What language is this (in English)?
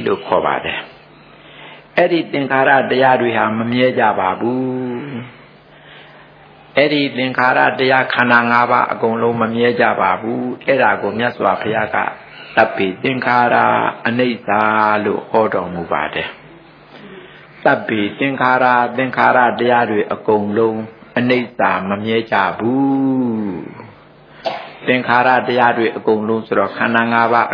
Burmese